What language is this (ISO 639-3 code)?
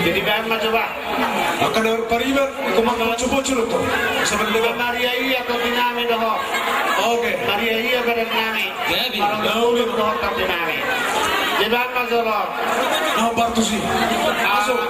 bbc